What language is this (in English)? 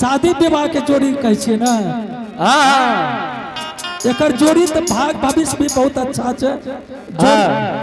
Angika